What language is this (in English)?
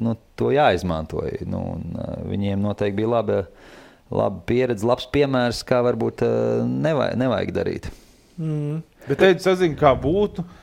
Latvian